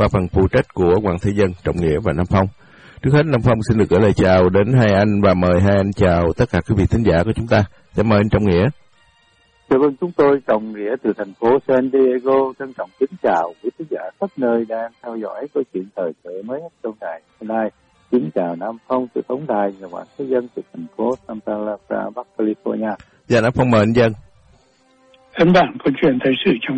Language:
Vietnamese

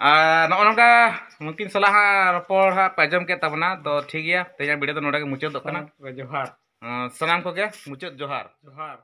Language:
Santali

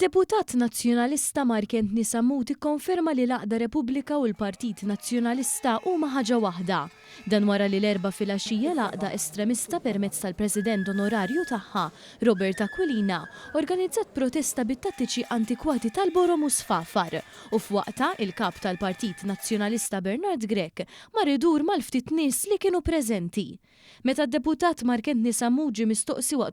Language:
Maltese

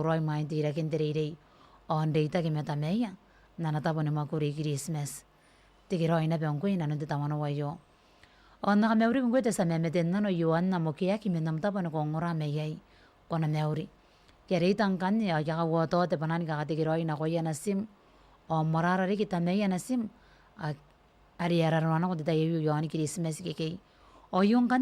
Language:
Gilbertese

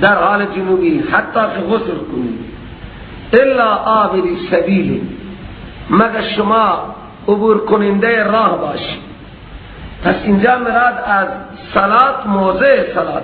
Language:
Persian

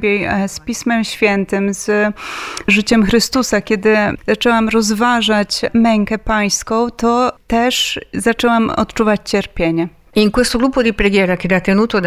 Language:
Polish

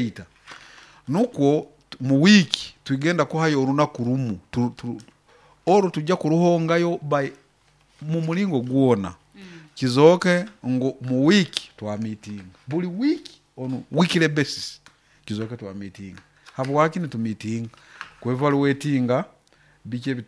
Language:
Nyoro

